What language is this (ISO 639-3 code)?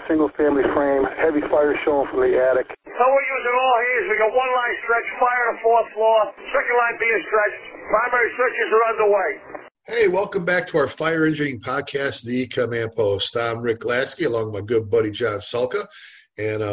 eng